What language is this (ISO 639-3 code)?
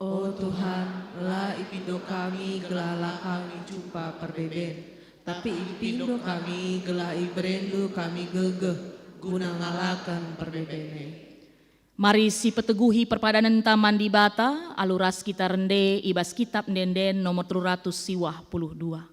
btx